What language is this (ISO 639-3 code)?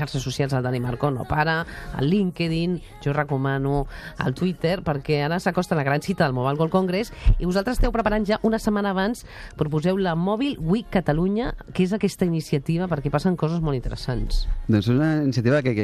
cat